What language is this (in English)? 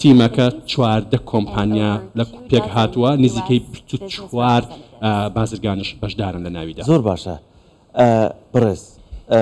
Central Kurdish